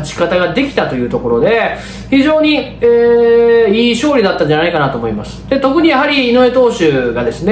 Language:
Japanese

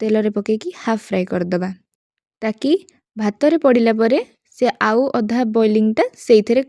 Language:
Odia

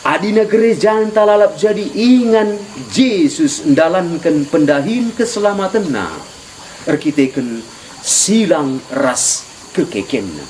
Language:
Batak Karo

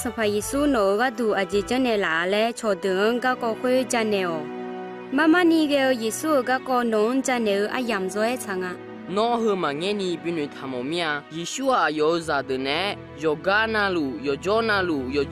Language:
Akha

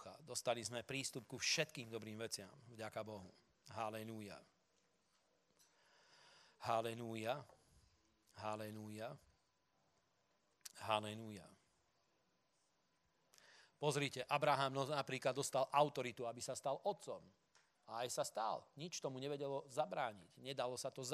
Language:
Slovak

